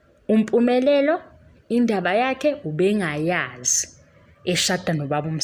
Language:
Zulu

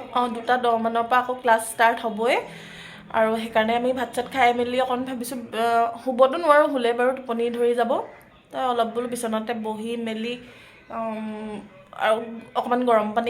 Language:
Assamese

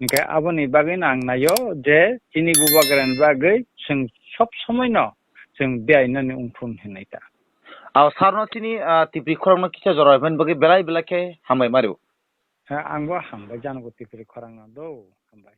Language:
Kok Borok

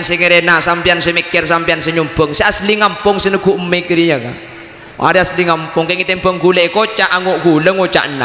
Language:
Madurese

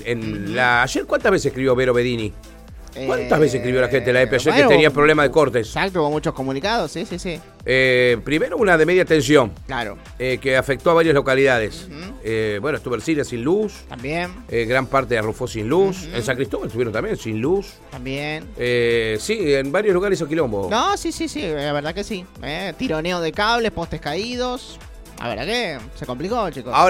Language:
Spanish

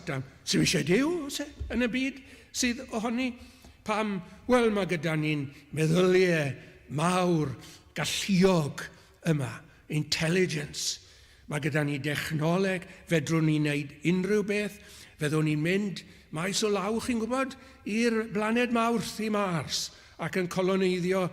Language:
Welsh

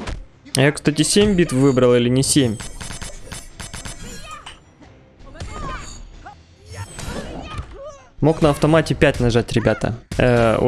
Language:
Russian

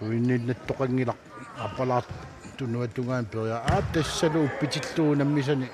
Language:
Kalaallisut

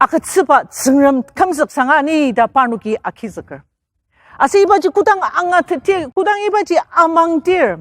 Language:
Ao Naga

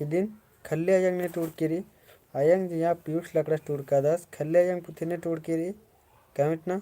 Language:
Kurukh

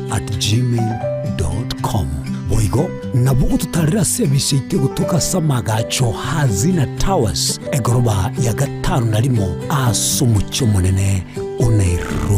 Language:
Gusii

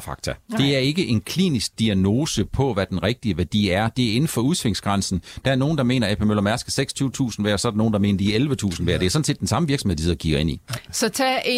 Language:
Danish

